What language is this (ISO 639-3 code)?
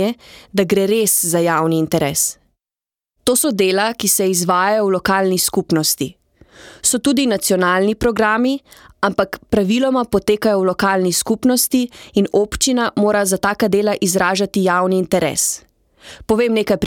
slv